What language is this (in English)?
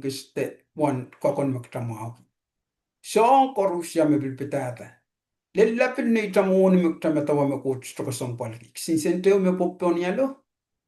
Pohnpeian